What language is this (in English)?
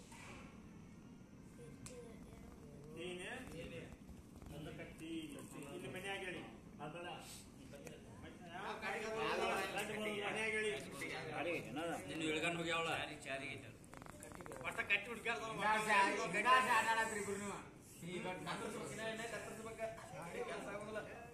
Kannada